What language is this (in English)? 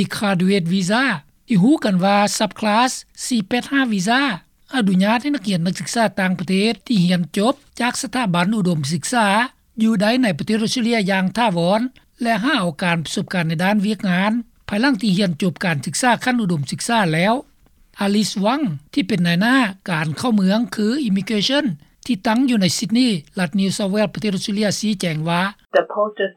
Lao